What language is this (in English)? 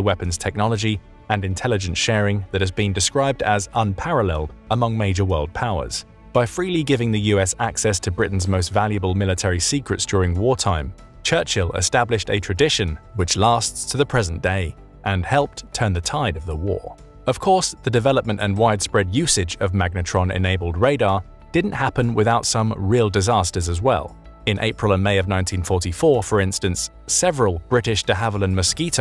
English